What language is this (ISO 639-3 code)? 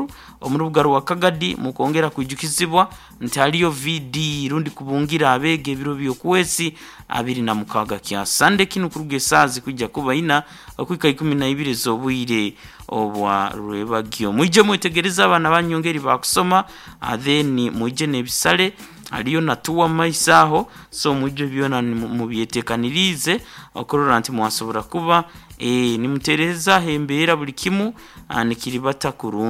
nyn